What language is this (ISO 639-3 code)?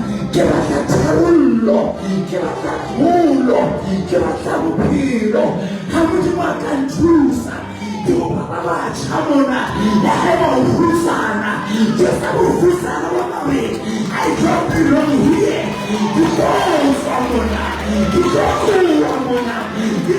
sot